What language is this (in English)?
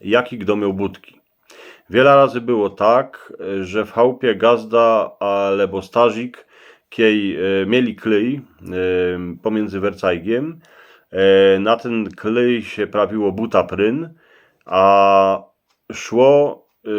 Silesian